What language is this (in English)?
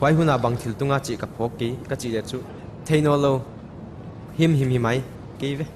Paite Chin